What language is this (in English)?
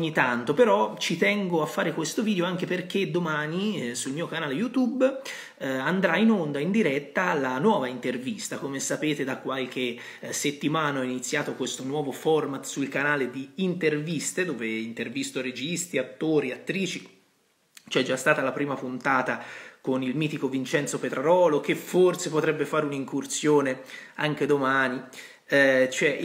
Italian